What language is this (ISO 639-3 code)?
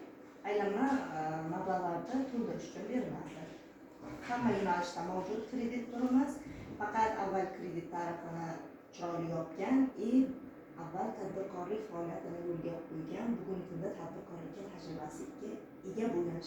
uzb